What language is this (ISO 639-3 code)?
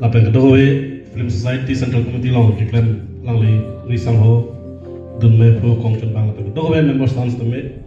mjw